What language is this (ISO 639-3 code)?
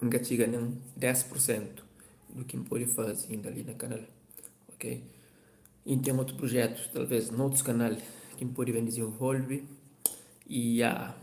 kea